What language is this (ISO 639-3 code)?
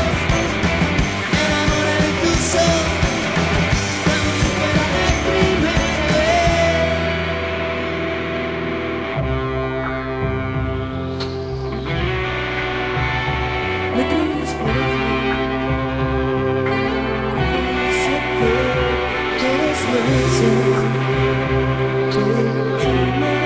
spa